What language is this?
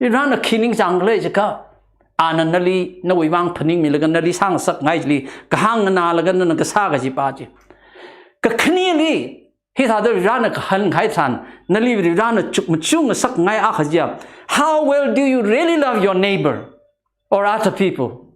Tangkhul Naga (India)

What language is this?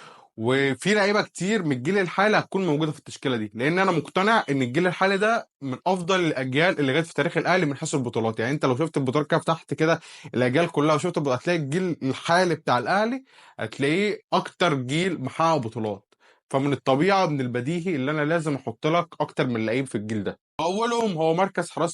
Egyptian Arabic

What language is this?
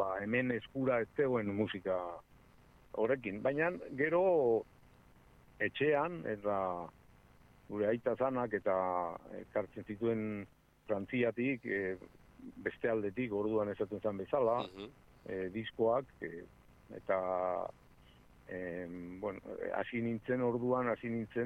Basque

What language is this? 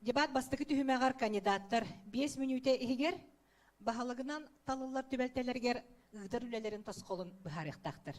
Yakut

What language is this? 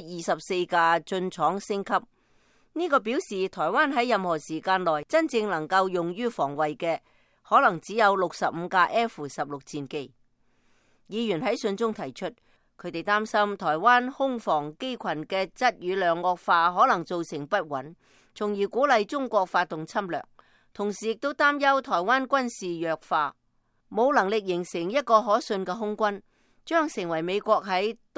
Cantonese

